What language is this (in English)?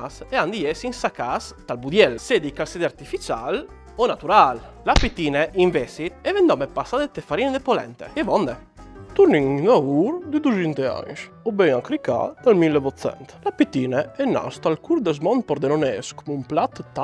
Friulian